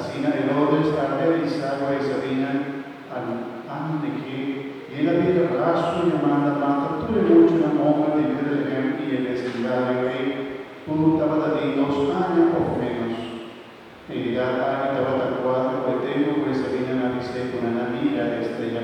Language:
Papiamento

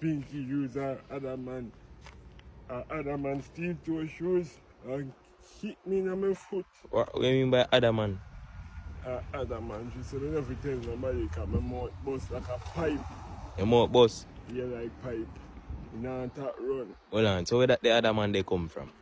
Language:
Jamaican Creole English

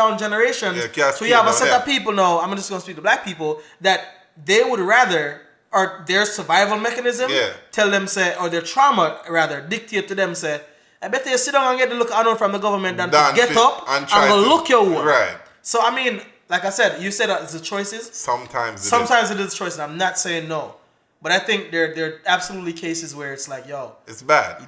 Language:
Jamaican Creole English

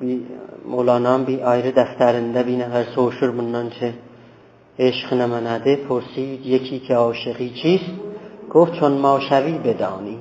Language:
South Azerbaijani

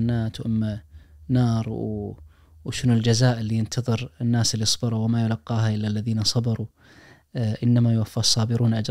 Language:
Najdi Arabic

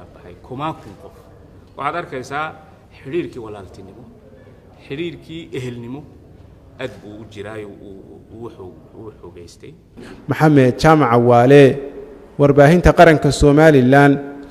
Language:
Somali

